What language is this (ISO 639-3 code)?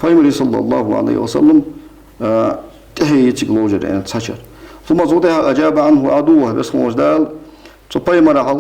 inh